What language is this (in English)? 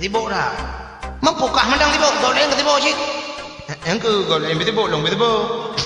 Achinese